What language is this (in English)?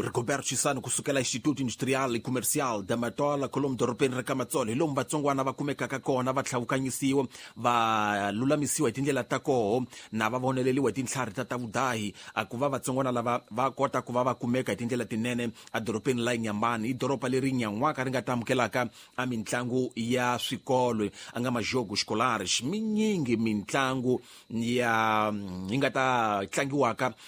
Tsonga